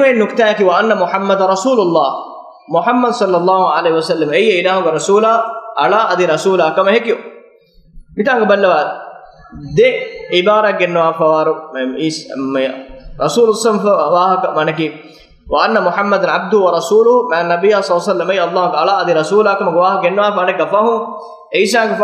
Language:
Divehi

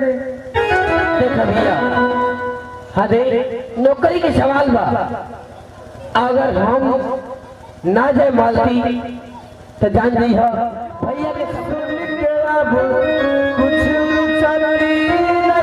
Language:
Bhojpuri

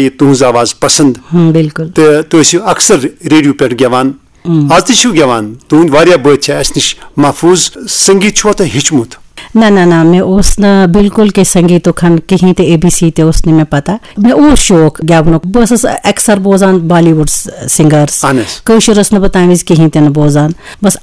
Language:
Kashmiri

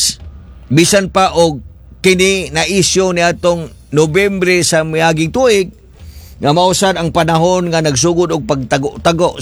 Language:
Cebuano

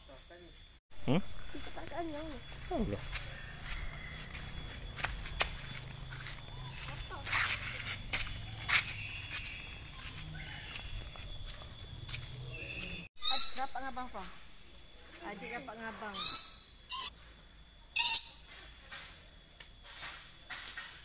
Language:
Malay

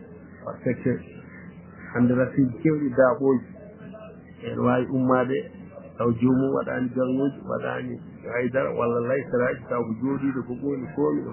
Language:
Fula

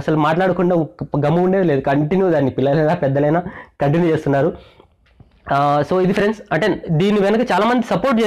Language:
Telugu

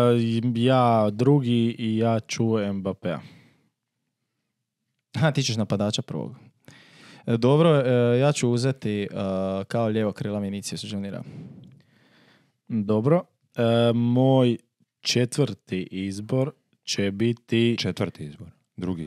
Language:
Croatian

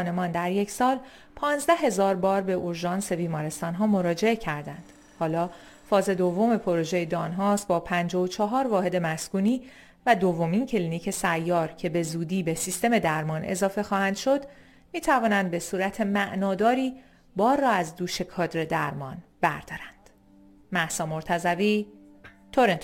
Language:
Persian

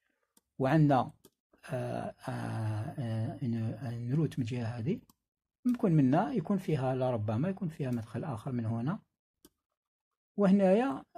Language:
Algerian Arabic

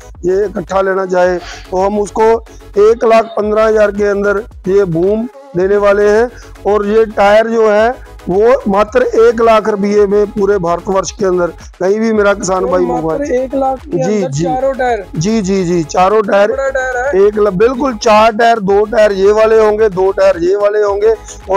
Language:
Hindi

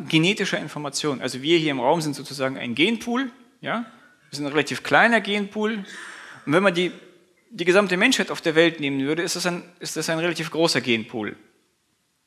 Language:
German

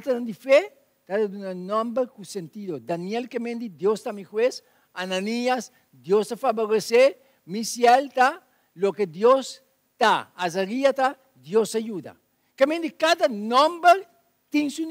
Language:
Papiamento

